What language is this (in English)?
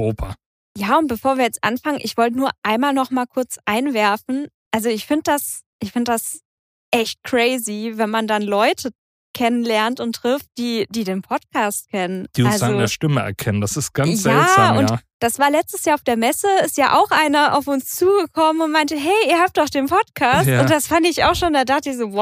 German